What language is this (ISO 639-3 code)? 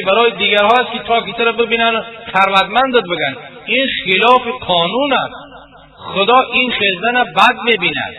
tgk